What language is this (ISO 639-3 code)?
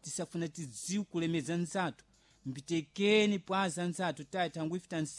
seh